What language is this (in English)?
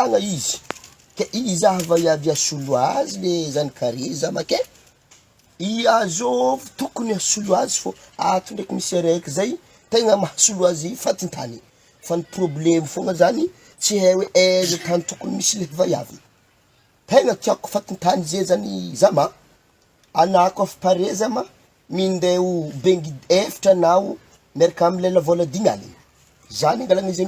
Malagasy